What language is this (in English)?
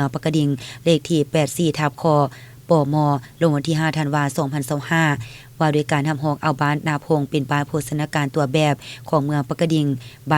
Lao